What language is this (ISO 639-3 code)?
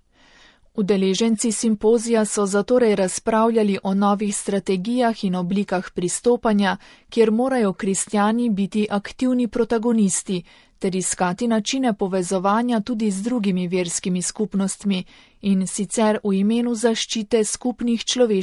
slv